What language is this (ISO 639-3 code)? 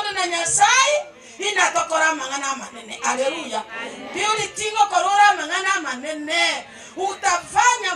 guz